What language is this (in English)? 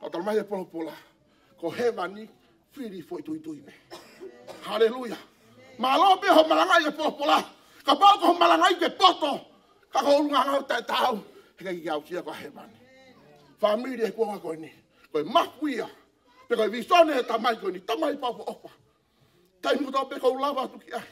Tongan